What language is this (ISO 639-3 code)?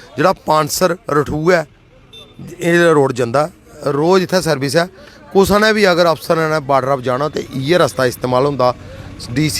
doi